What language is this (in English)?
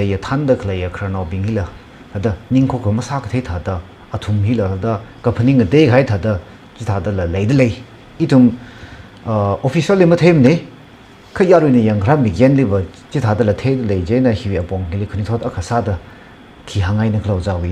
Tangkhul Naga (India)